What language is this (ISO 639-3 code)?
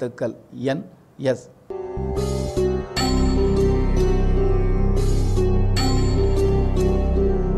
tam